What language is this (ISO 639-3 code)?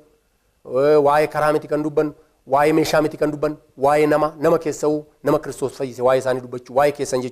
orm